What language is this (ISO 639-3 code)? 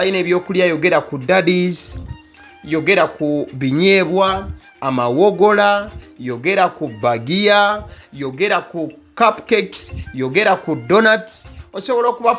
lug